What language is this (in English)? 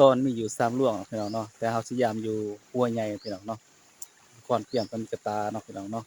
Northeastern Thai